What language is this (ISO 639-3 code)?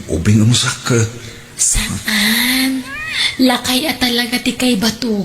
ilo